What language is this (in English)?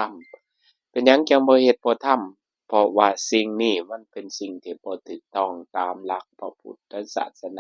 Northeastern Thai